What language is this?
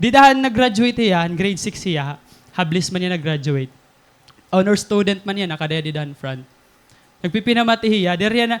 Waray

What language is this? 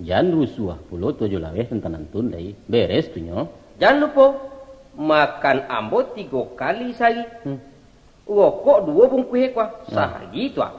Minangkabau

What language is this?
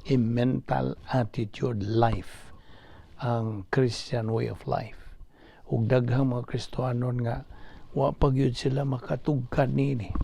Cebuano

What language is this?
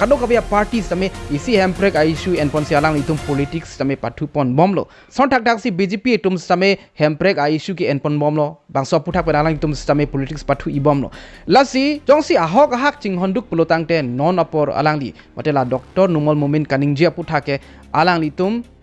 Karbi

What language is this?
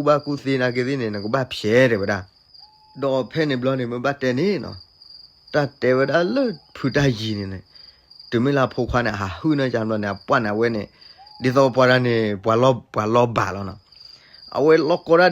S'gaw Karen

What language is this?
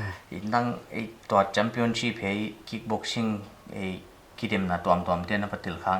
Paite Chin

